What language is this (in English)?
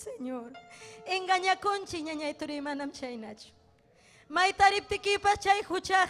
Ayacucho Quechua